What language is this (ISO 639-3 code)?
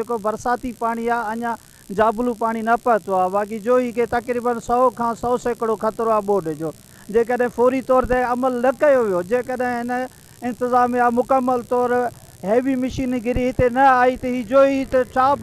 snd